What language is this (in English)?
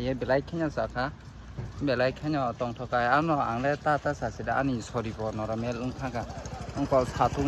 Kok Borok